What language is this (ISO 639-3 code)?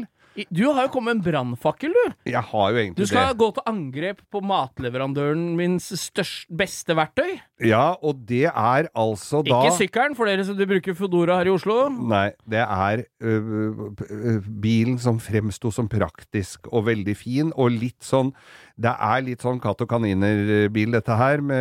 nor